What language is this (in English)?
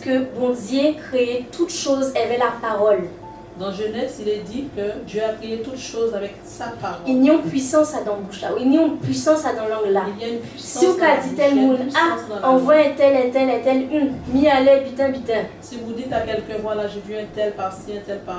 Guadeloupean Creole French